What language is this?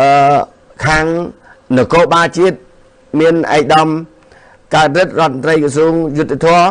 Khmer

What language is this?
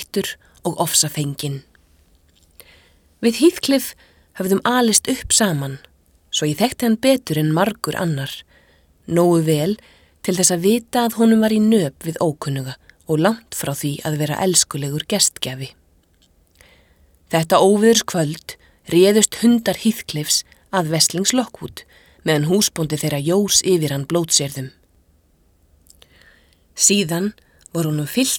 Icelandic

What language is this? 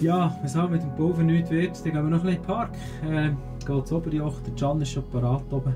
Swiss German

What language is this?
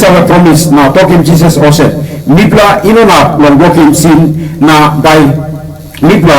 Tok Pisin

